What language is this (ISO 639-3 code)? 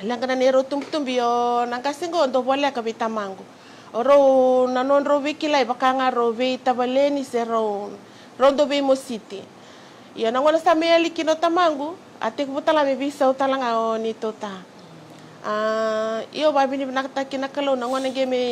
fij